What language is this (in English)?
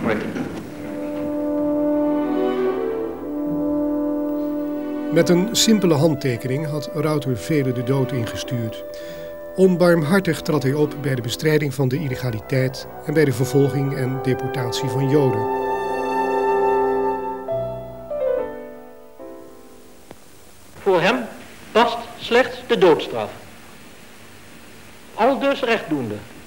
Dutch